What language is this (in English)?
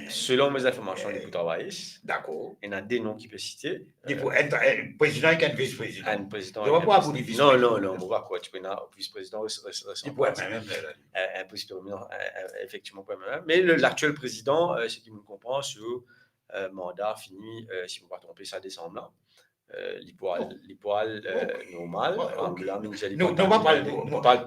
Morisyen